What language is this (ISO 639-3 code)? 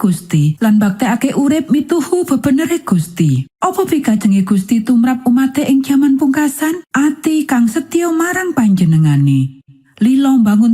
jav